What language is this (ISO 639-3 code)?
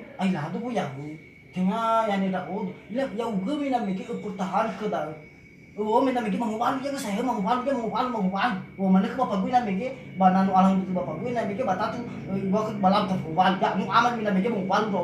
nia